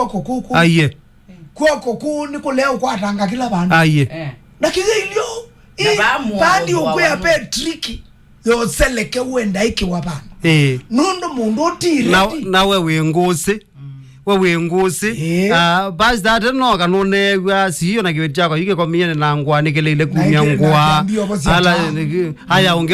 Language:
Kamba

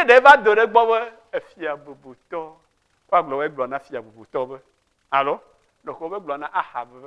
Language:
Ewe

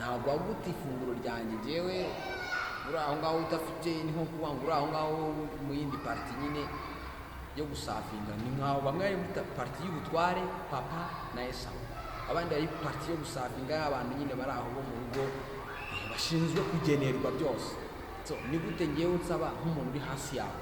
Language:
Kinyarwanda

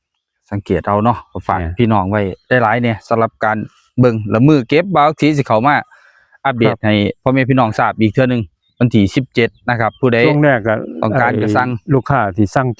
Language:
Northeastern Thai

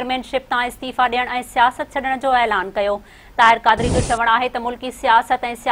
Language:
Sindhi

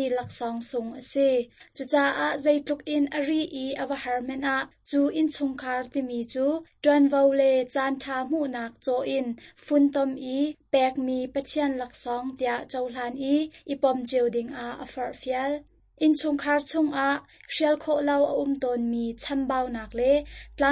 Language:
Hakha Chin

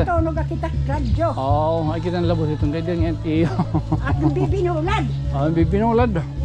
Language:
Waray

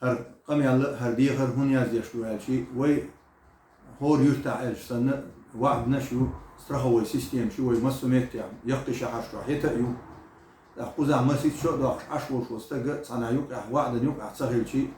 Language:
Chechen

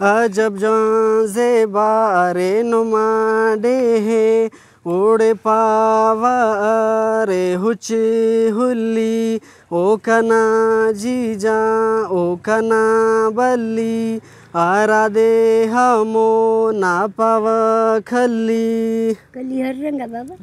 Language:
Brahui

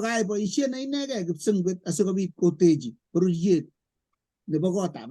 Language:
Kalenjin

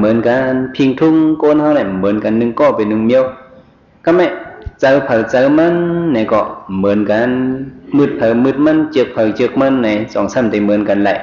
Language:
Shan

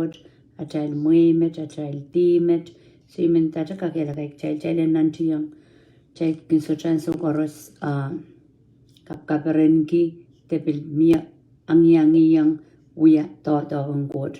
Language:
Pohnpeian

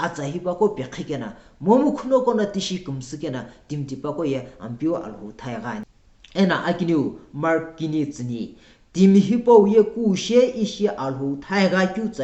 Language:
Sumi Naga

